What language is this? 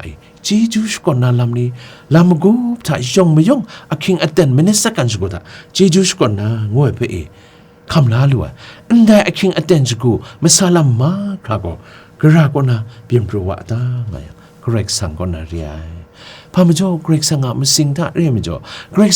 Kachin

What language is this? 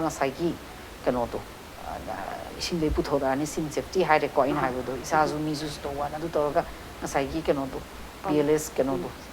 Manipuri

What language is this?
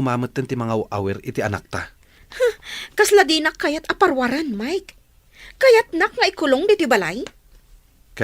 Iloko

